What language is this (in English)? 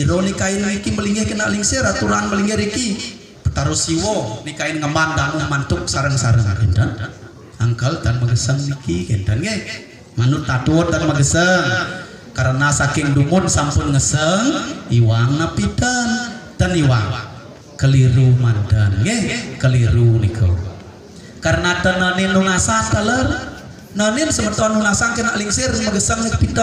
Balinese